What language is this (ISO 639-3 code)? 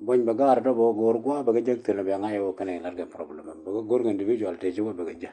nus